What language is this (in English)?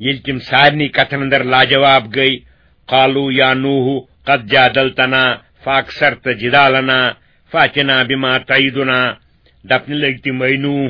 Kashmiri